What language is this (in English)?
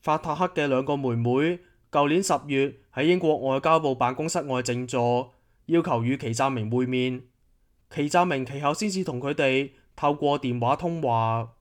Cantonese